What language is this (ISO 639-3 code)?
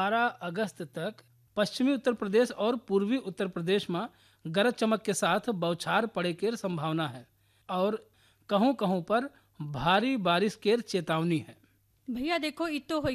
bho